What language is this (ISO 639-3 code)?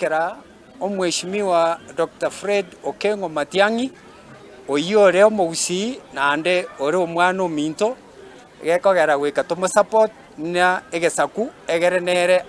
guz